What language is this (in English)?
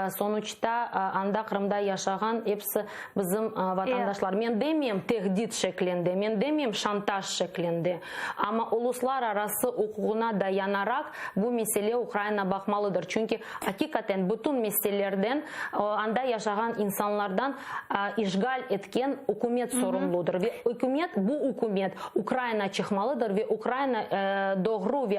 Crimean Tatar